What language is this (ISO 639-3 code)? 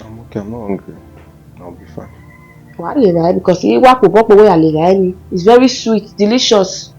bin